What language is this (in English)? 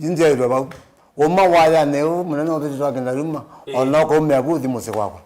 Kamba